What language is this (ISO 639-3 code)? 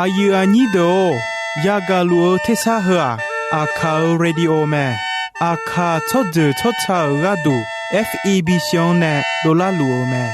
ahk